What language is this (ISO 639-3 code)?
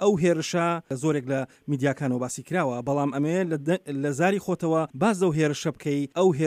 ckb